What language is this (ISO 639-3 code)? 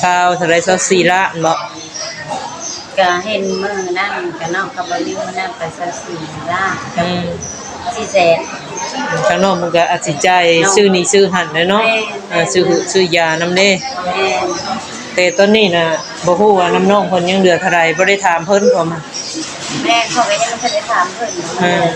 tts